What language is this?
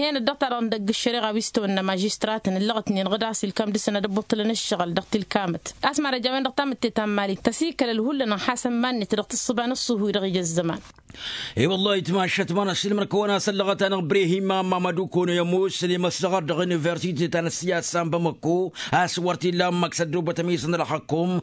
Tamasheq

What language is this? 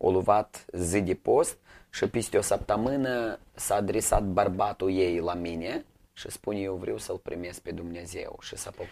Romanian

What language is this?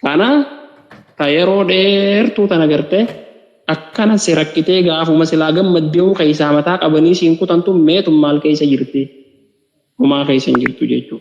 Oromo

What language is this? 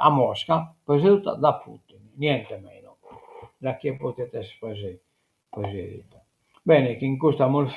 Sardinian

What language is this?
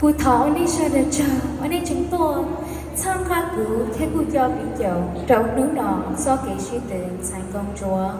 Hmong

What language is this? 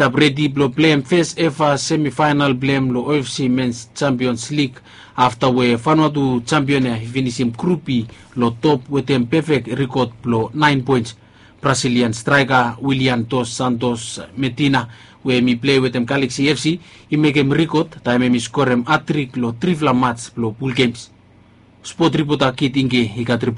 Bislama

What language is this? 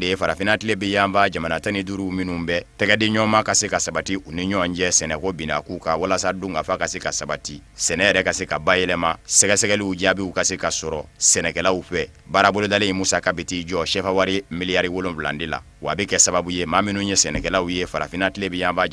Bambara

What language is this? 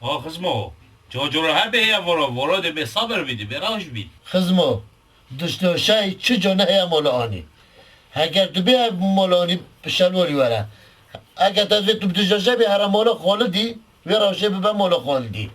Kurdish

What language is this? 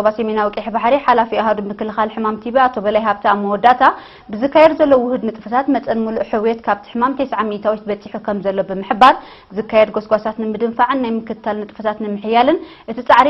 Tigrinya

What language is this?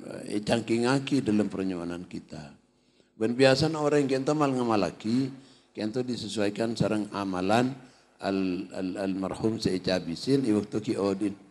Malay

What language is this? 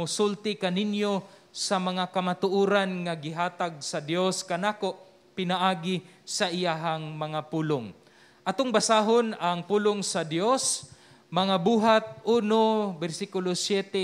Cebuano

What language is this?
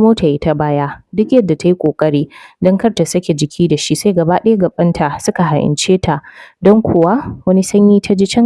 Hausa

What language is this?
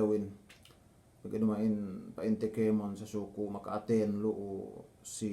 Yakan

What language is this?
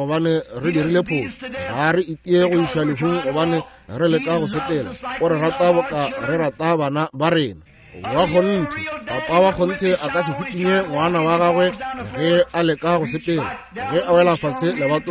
Northern Sotho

